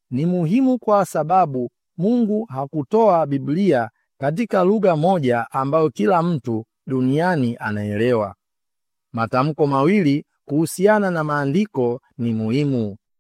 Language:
Swahili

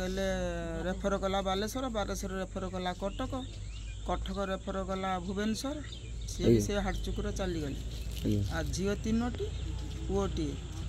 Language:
Odia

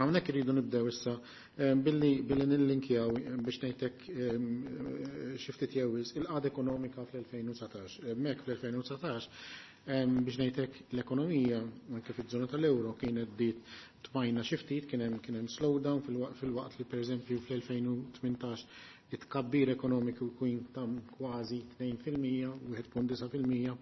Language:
Maltese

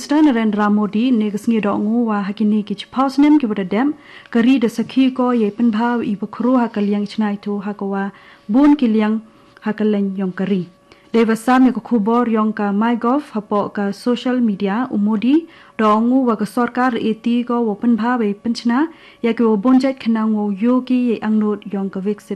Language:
Khasi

